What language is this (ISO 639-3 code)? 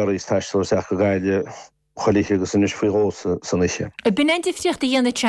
gle